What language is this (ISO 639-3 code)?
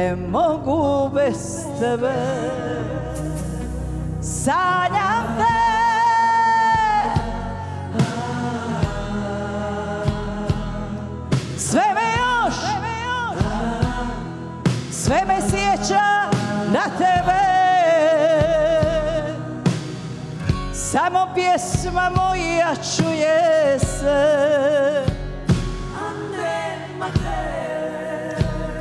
hrv